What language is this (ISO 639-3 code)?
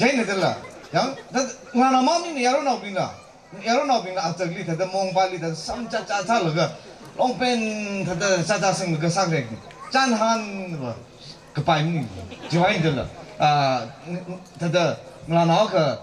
nmf